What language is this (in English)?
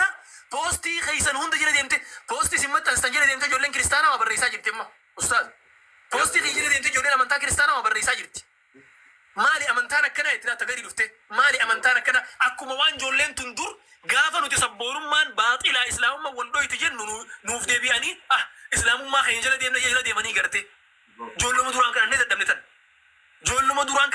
Oromo